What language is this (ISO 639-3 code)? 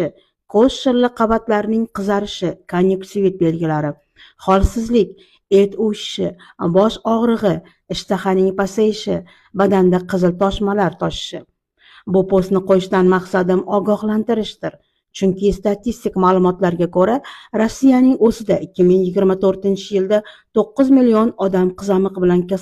uzb